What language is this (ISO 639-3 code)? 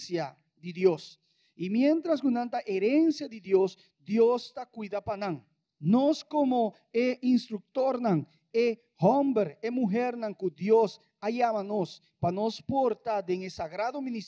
pap